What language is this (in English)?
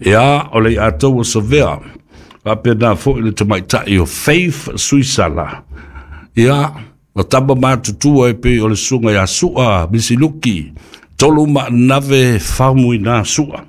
Samoan